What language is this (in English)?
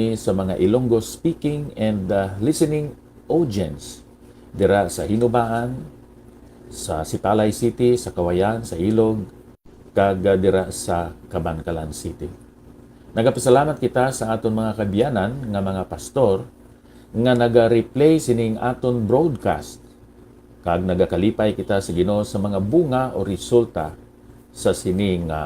Hiligaynon